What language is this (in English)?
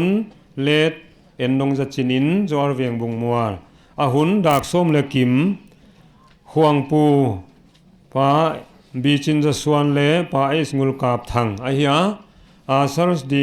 Paite Chin